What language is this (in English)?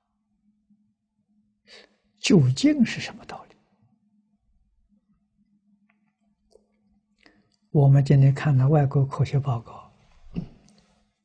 Chinese